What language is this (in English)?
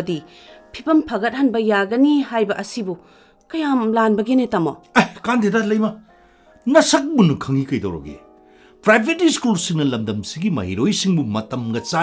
Manipuri